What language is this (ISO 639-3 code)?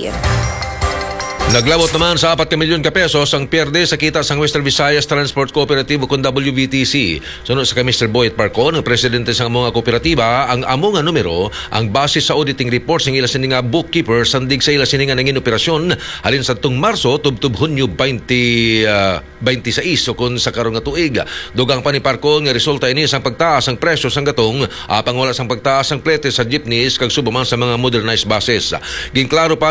hil